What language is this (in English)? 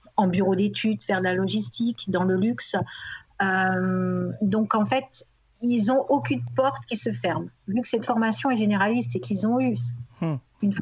French